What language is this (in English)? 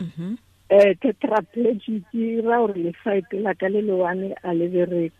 Tswana